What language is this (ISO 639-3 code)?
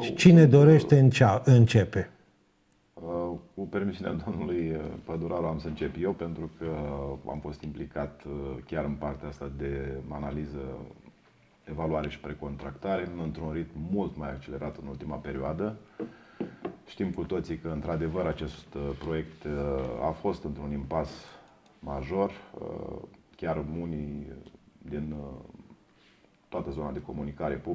ron